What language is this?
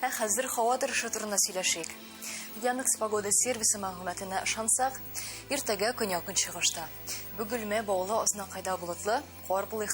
Tatar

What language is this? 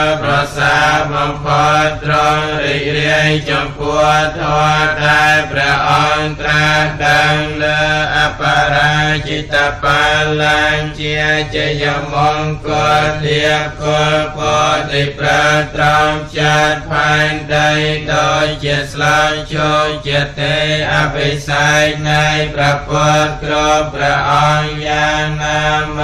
Khmer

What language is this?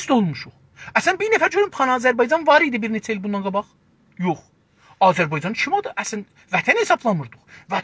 South Azerbaijani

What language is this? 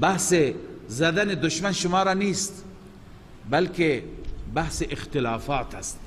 Persian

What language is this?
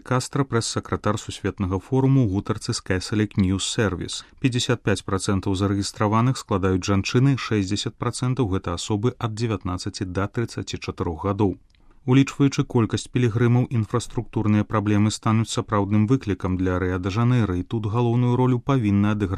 Belarusian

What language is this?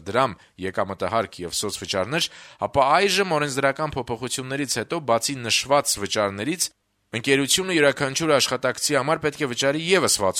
Armenian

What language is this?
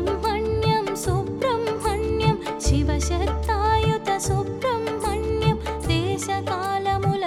Telugu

